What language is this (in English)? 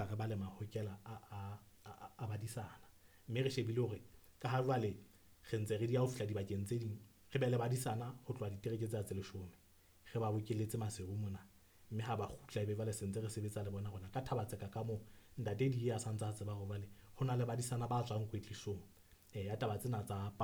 Southern Sotho